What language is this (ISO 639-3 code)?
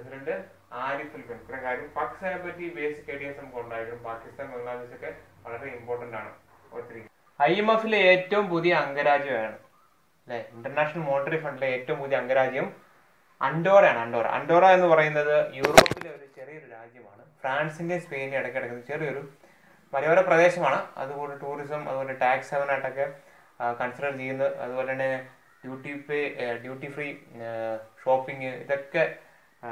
mal